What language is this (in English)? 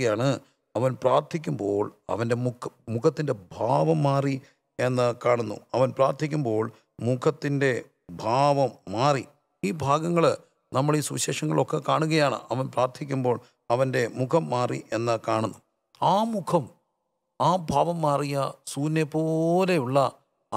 Malayalam